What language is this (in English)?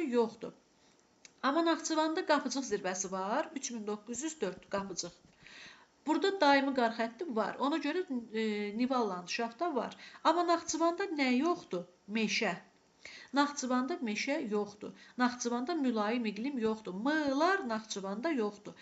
Azerbaijani